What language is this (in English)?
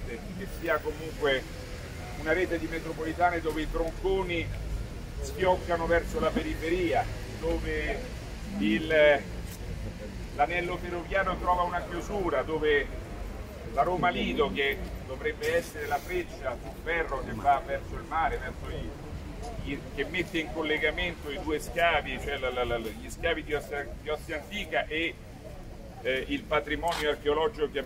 Italian